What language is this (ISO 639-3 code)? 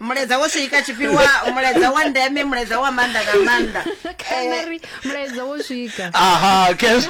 ven